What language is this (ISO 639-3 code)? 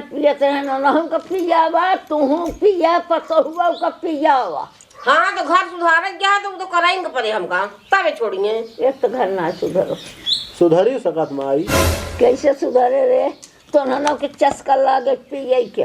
awa